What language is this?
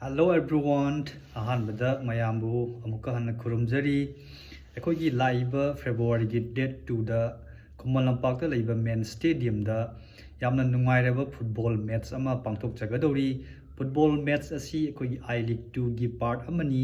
Manipuri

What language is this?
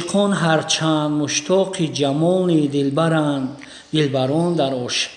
Tajik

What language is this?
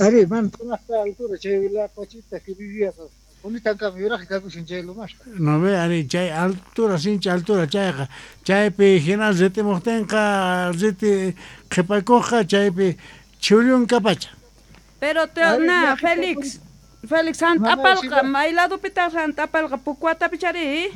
South Bolivian Quechua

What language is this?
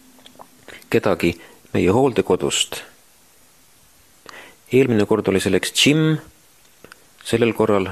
Estonian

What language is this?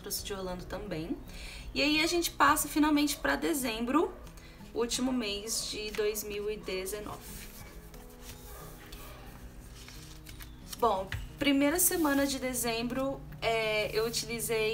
Portuguese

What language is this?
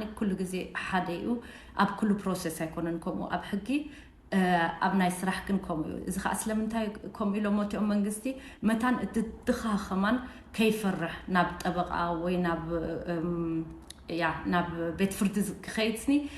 Tigrinya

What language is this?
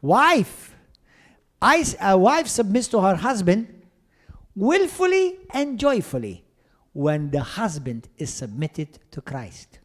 English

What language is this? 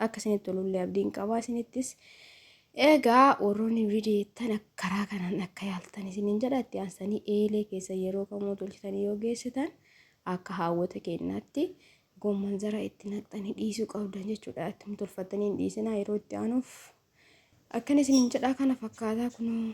Oromo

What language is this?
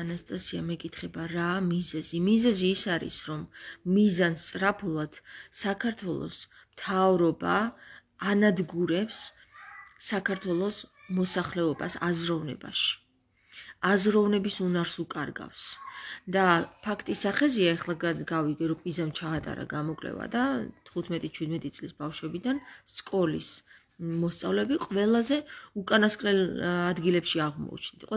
Georgian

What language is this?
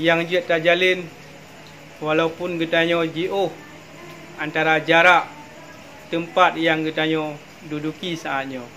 Achinese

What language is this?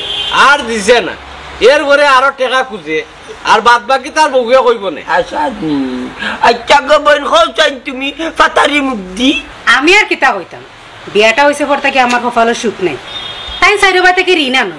Sylheti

